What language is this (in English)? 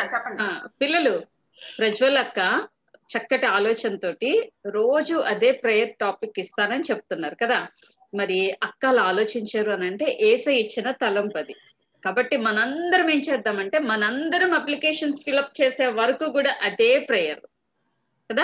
Telugu